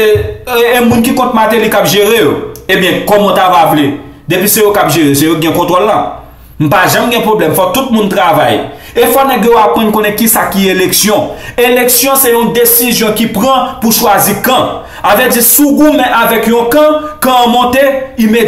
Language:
Haitian Creole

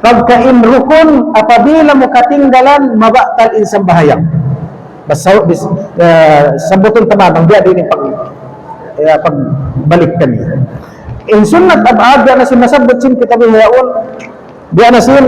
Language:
Tausug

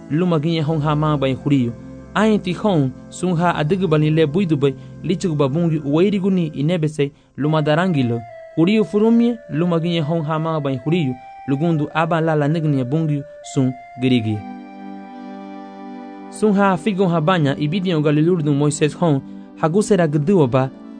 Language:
Garifuna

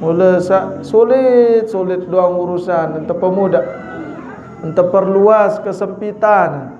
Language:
Sasak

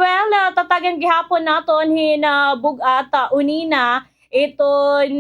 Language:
Waray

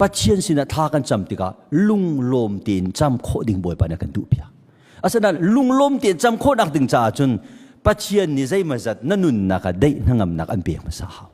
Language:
Hakha Chin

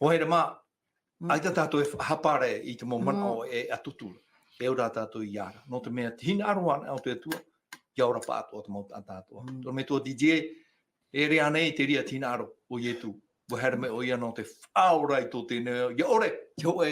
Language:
Tahitian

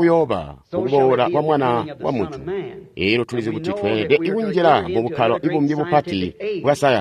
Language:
Tonga (Zambia)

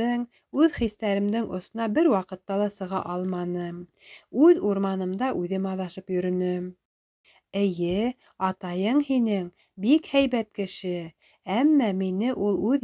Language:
Bashkir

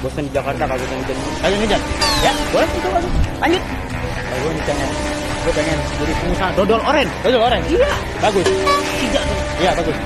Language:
Betawi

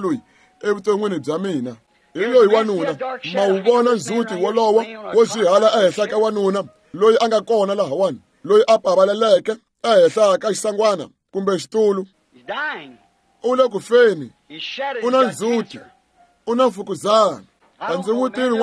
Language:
Tsonga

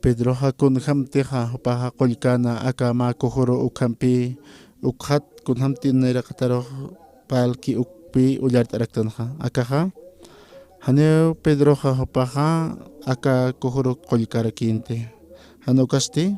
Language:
Aymara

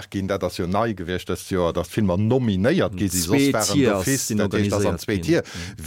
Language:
Luxembourgish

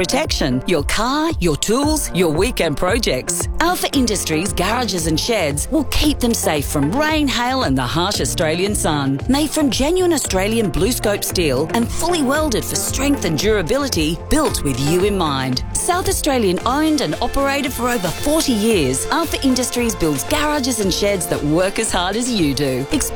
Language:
English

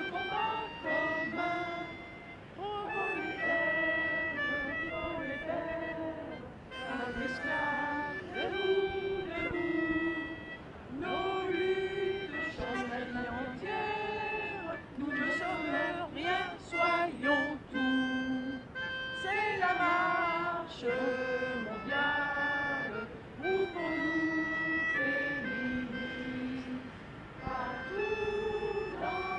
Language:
French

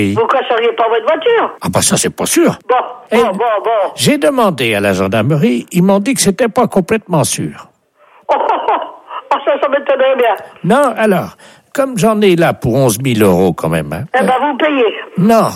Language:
French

